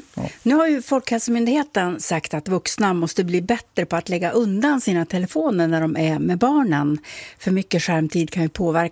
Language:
Swedish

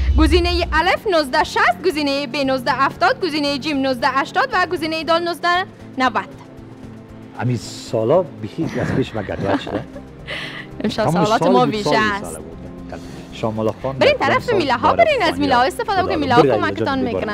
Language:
Persian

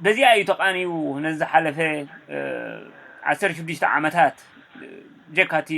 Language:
Tigrinya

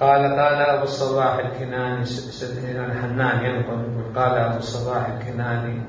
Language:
Mesopotamian Arabic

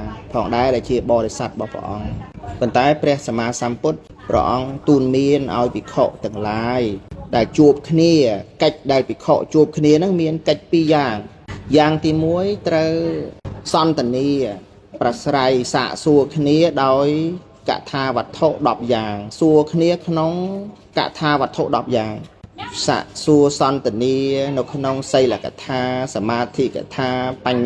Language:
Khmer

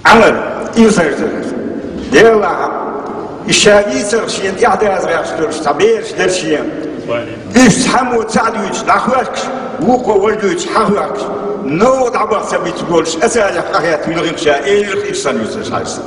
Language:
Chechen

